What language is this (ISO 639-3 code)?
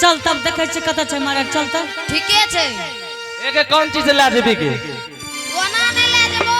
anp